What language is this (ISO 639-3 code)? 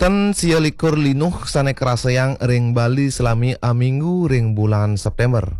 ban